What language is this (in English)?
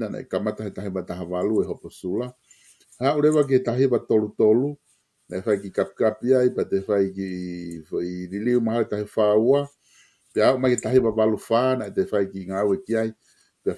Tongan